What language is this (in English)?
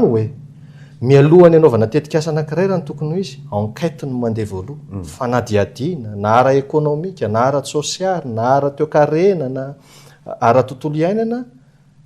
Malagasy